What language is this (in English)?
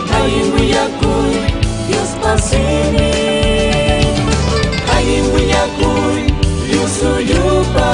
Ayacucho Quechua